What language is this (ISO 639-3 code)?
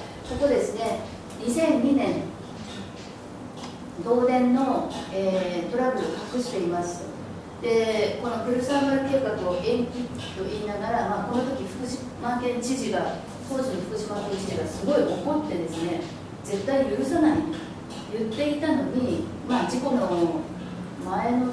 jpn